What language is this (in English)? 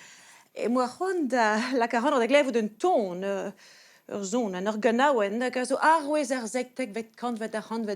Breton